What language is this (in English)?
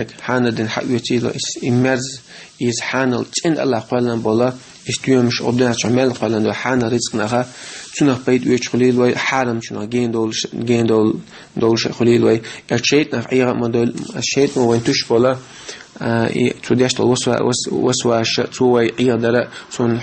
Chechen